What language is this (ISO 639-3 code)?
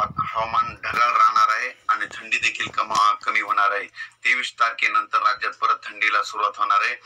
mar